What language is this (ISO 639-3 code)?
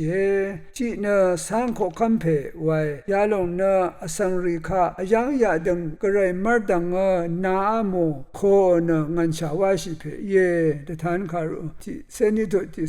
raw